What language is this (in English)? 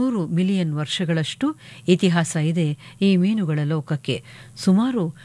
Kannada